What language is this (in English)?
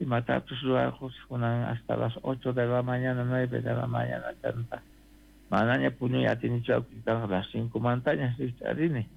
South Bolivian Quechua